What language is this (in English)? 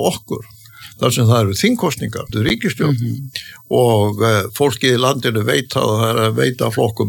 Icelandic